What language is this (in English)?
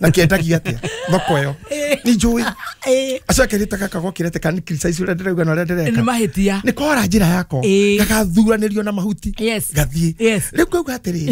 Kikuyu